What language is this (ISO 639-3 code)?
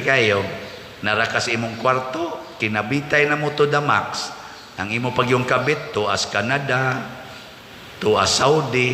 ceb